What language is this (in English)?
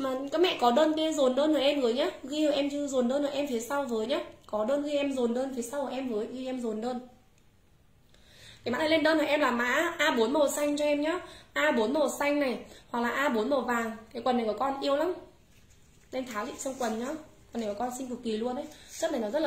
Vietnamese